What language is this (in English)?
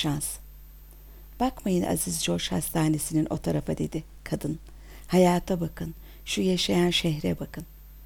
Turkish